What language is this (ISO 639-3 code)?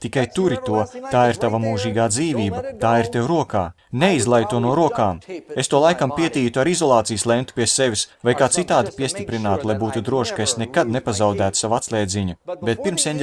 lav